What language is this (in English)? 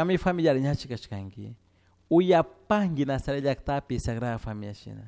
Chimborazo Highland Quichua